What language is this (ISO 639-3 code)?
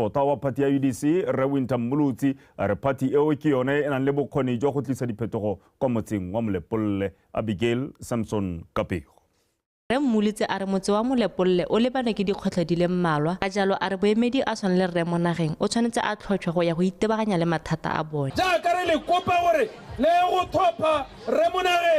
tsn